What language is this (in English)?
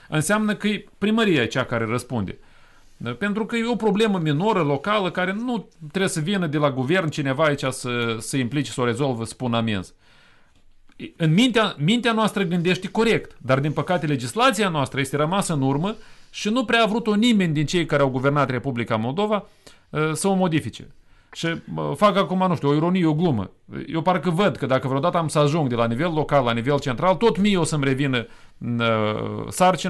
Romanian